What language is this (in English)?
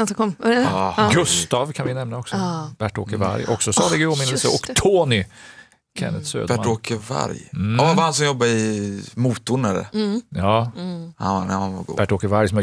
Swedish